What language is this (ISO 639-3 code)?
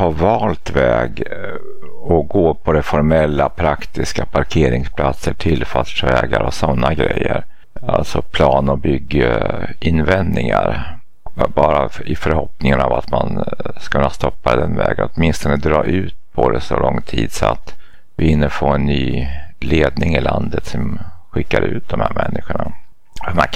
swe